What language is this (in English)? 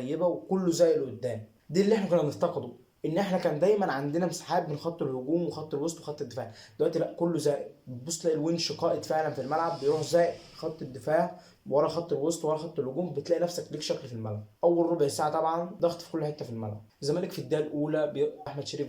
Egyptian Arabic